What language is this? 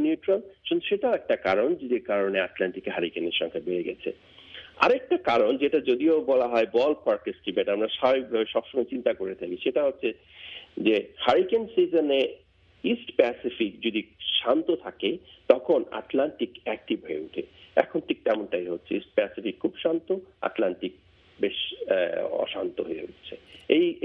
Bangla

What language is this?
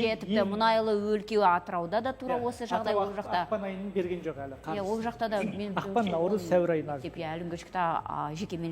Kazakh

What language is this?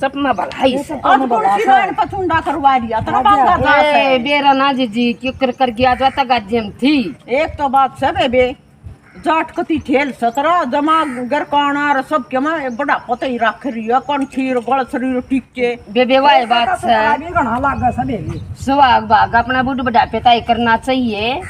Haryanvi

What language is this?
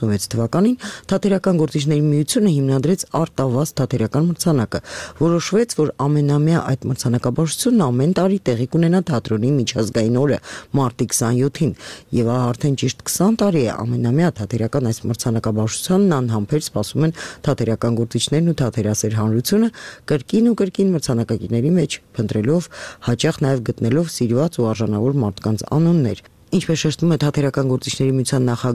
Armenian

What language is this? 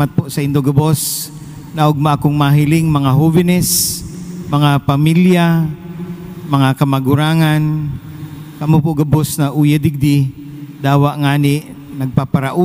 Bikol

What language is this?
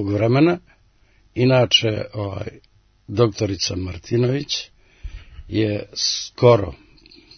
Serbian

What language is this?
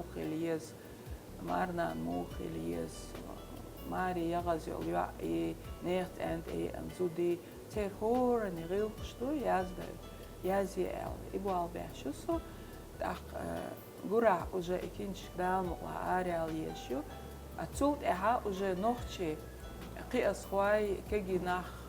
Chechen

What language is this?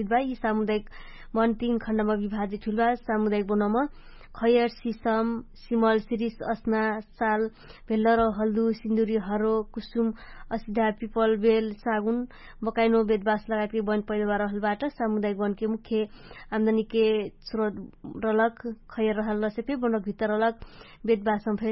Dangaura Tharu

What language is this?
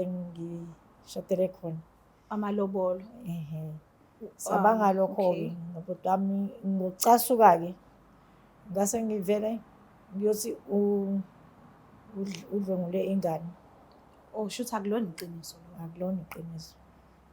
Zulu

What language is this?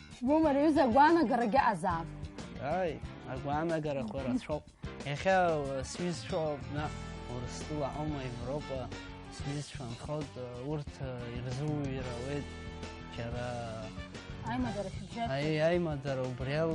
Abkhazian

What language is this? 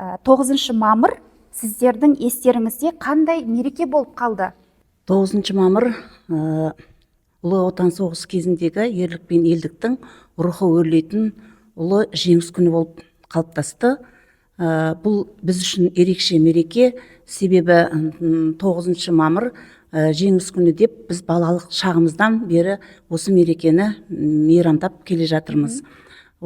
Kazakh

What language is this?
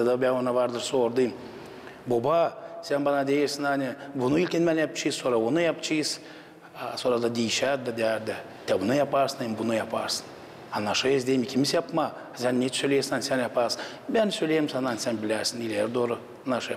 Gagauz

